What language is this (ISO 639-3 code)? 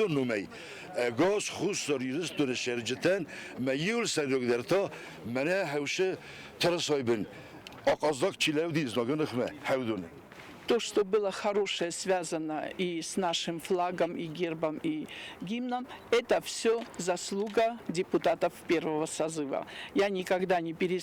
oss